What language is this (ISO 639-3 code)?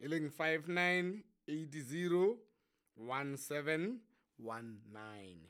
sot